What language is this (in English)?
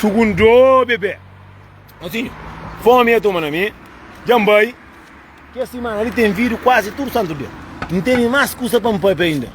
Kabuverdianu